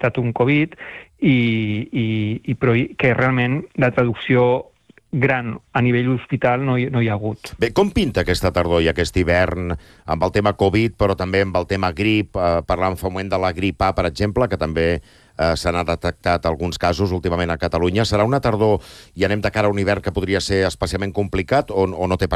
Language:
Catalan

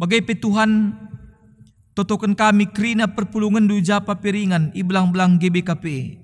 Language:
Batak Karo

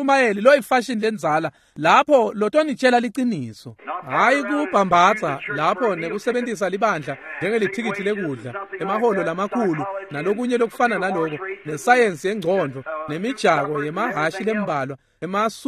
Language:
Swati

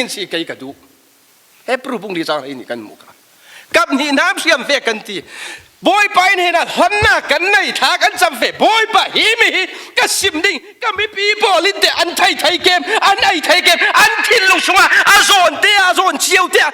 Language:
Falam Chin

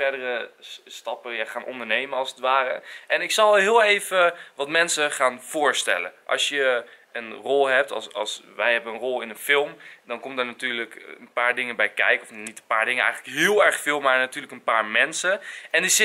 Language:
Dutch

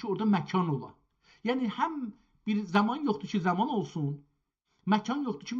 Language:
South Azerbaijani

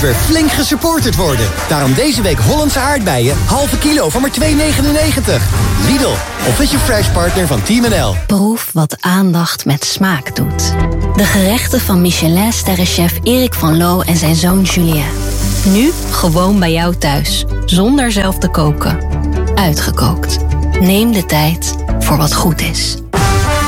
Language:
Dutch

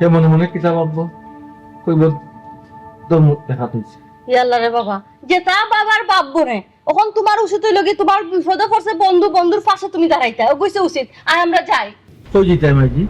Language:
Sylheti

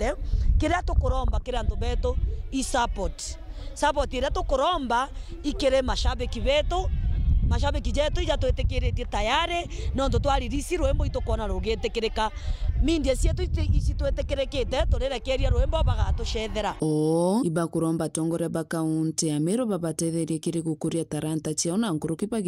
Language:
Meru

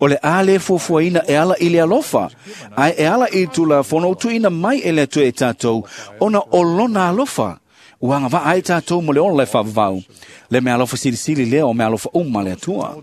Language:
Samoan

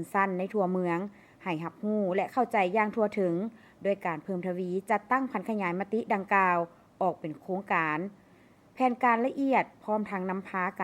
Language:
Lao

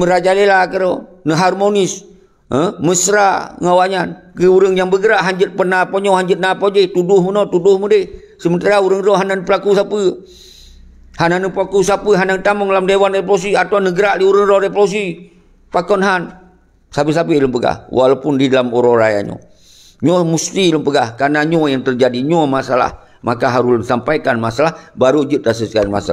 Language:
Achinese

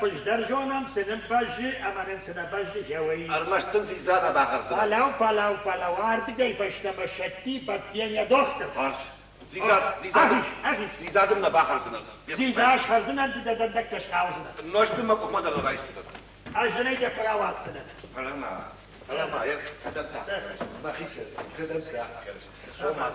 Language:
Ossetic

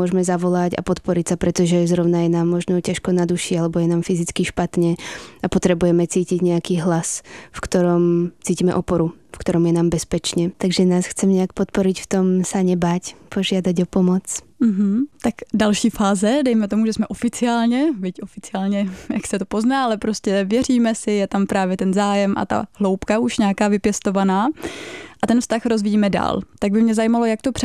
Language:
Slovak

